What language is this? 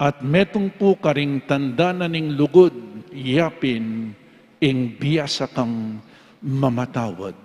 Pampanga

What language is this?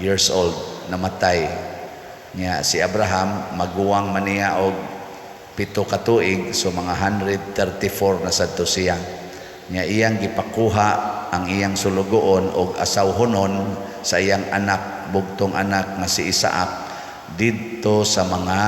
Cebuano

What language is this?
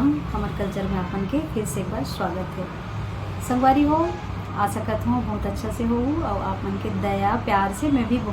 Chhattisgarhi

